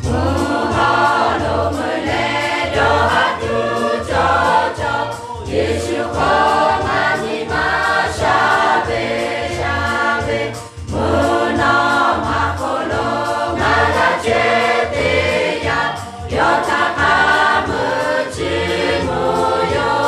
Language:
Lahu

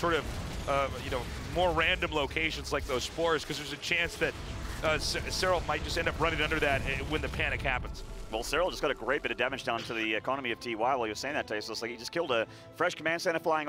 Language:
English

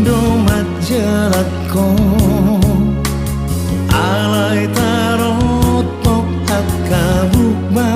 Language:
Batak Toba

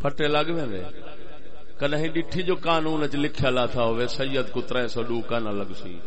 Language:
Saraiki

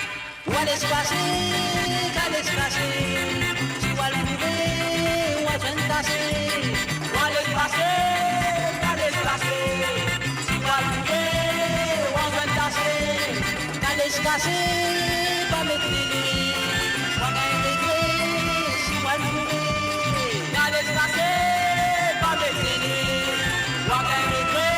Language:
Morisyen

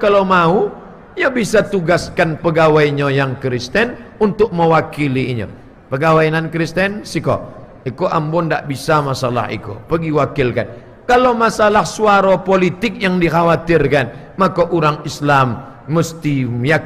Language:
Minangkabau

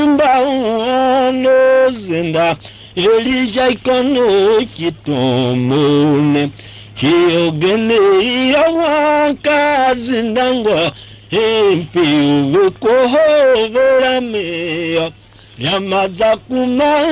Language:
Tiv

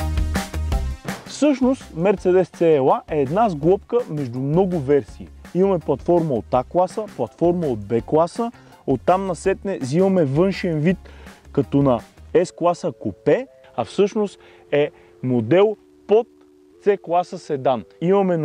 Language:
Bulgarian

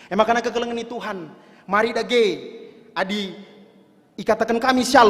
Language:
Batak Karo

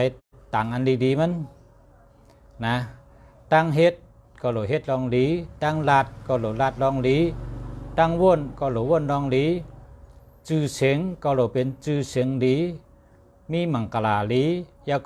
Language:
Shan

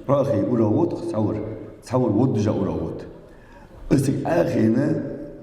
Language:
Ingush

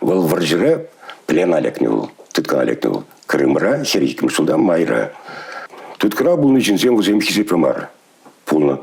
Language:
Chuvash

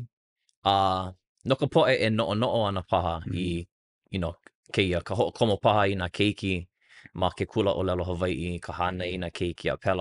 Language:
Hawaiian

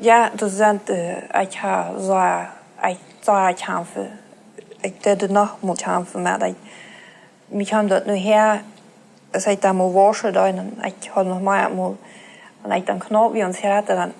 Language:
Plautdietsch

